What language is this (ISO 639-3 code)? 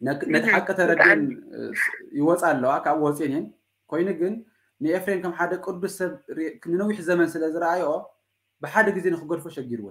tir